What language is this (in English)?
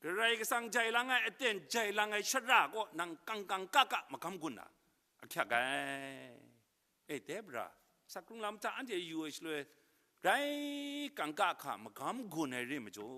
Kachin